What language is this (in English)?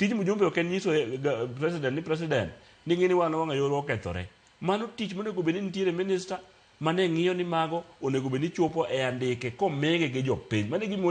Luo (Kenya and Tanzania)